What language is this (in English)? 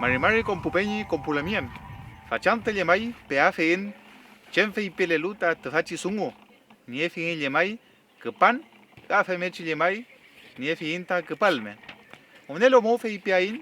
Mapuche